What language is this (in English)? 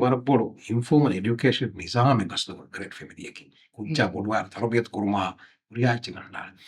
Divehi